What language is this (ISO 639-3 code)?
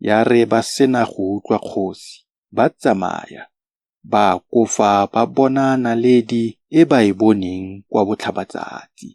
tsn